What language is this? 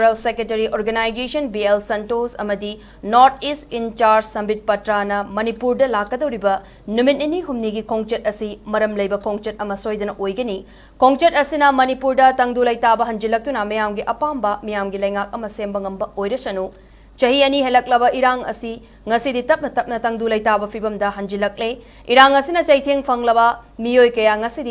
Manipuri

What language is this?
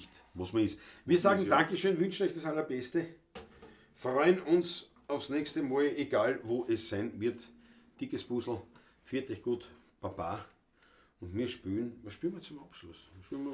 Bavarian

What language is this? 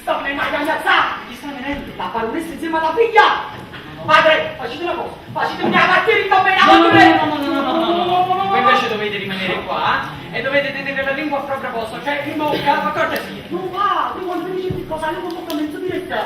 Neapolitan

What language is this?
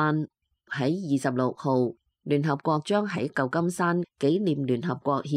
Cantonese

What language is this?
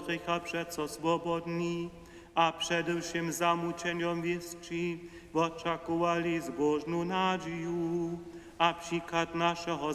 Upper Sorbian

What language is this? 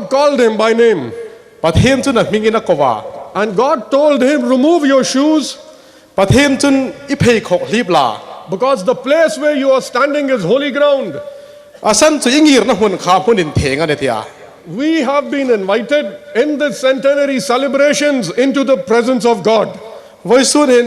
Hmar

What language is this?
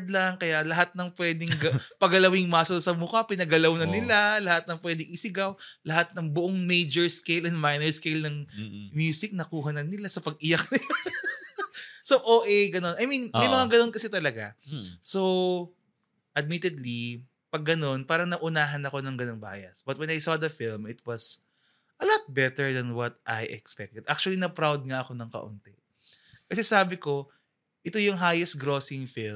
Filipino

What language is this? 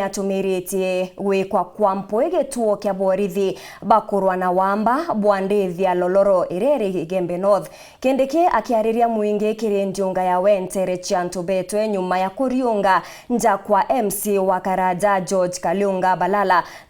Meru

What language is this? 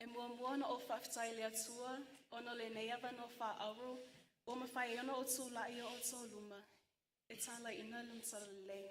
Samoan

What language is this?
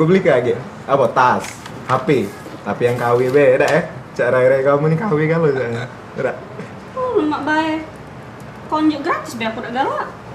Musi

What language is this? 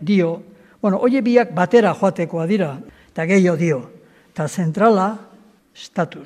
Basque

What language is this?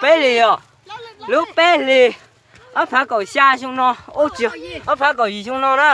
Hmong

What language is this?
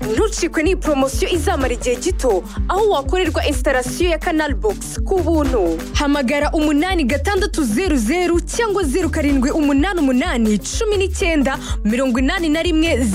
Kinyarwanda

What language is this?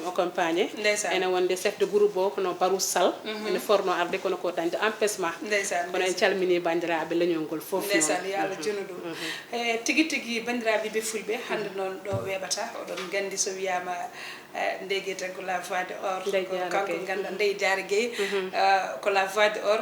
Fula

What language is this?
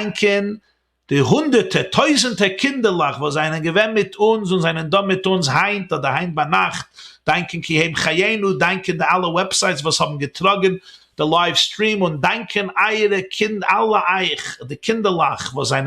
Yiddish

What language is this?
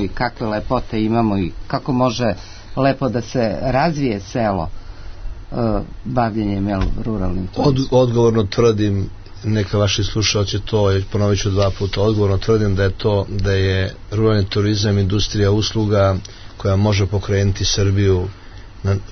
Serbian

